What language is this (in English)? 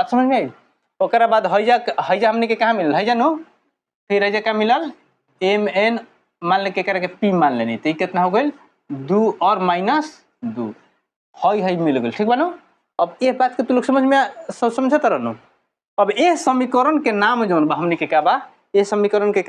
Bhojpuri